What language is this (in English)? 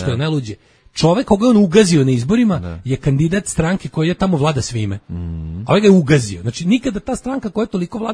Serbian